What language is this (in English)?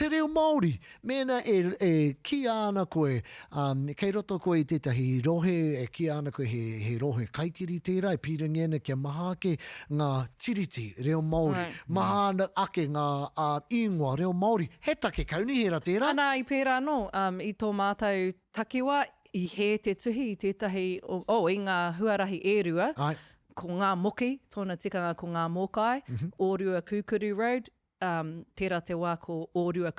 Māori